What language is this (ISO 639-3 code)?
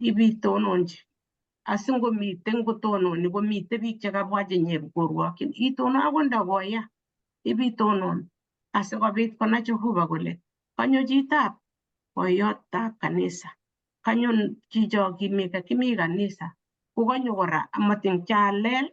kln